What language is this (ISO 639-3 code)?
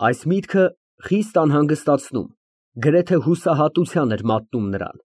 hye